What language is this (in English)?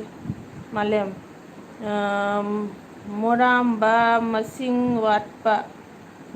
Manipuri